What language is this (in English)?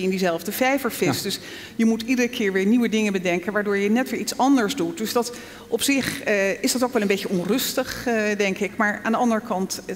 Dutch